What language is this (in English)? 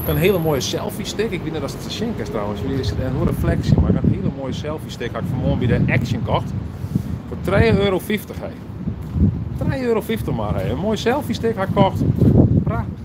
Western Frisian